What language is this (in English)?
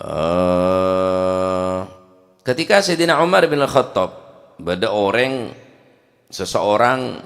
Madurese